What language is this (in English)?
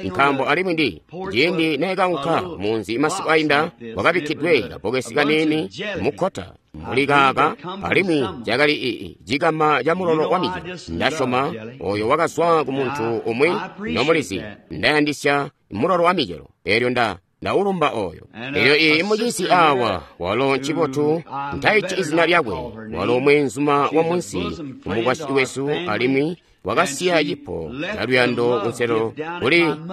Tonga (Zambia)